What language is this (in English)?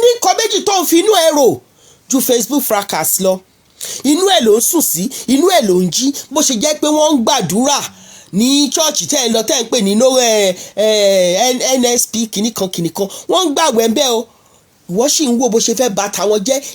Yoruba